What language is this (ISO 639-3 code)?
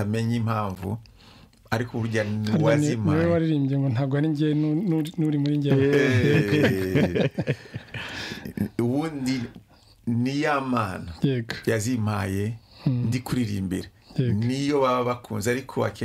kin